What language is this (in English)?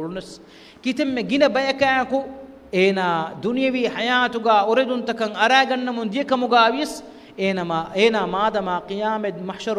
Divehi